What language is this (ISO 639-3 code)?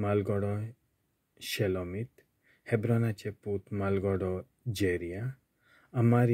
kok